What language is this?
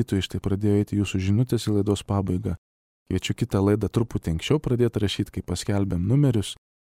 Lithuanian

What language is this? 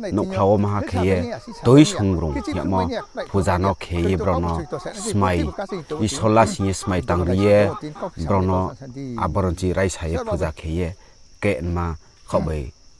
Riang (India)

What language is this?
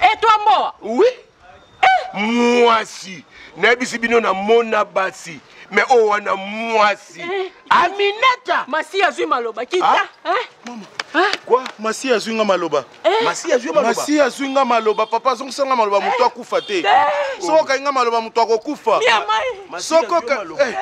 Lingala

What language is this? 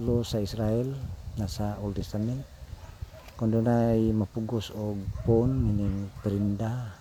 Cebuano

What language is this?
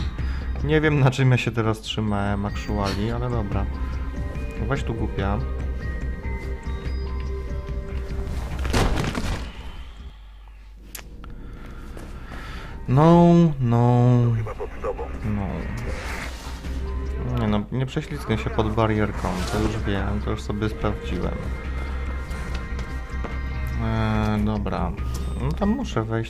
Polish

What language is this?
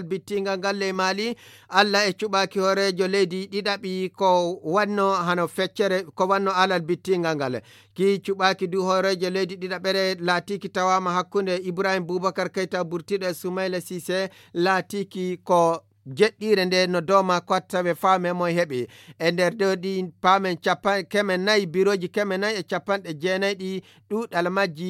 Fula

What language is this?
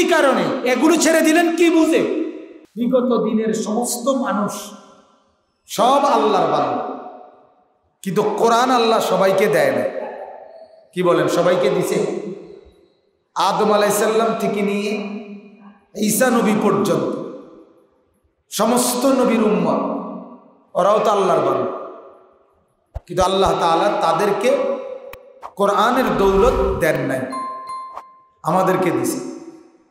Bangla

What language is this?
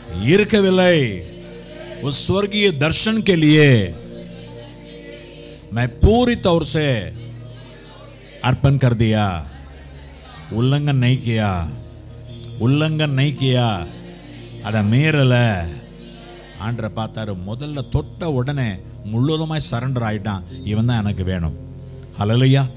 Tamil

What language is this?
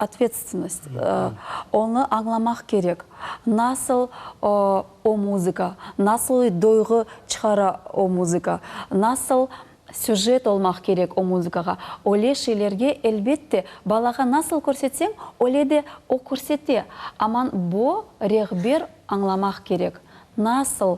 Crimean Tatar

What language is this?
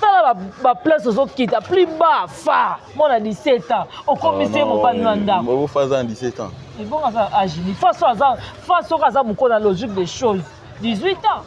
Lingala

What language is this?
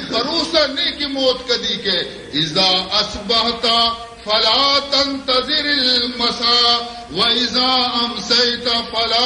Baluchi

